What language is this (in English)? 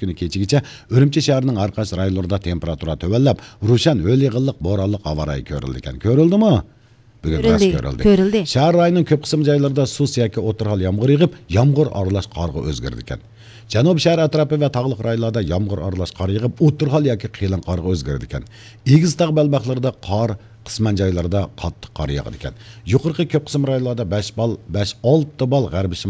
Uyghur